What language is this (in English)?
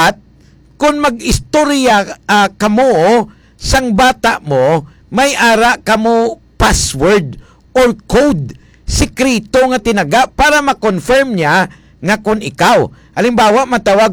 Hiligaynon